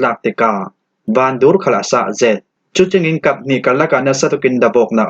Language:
Falam Chin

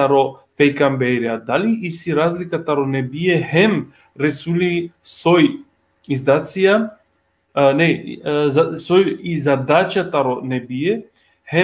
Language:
Balkan Romani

